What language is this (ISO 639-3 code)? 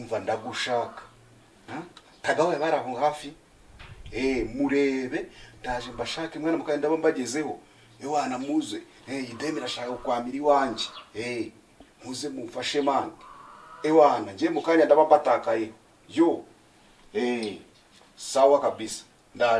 kin